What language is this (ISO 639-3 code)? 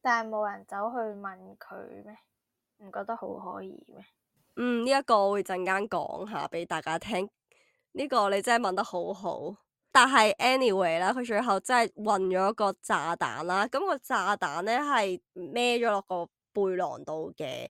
yue